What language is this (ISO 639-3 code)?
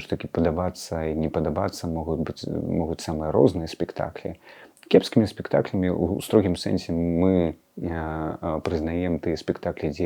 bel